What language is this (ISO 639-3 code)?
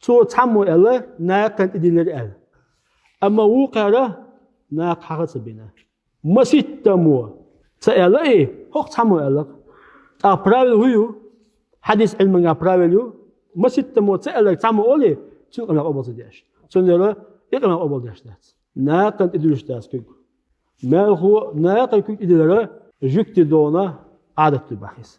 che